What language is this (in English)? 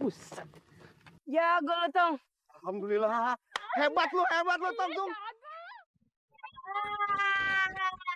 Betawi